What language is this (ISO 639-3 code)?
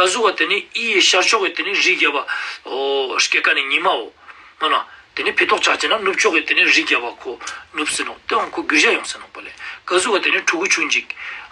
lbj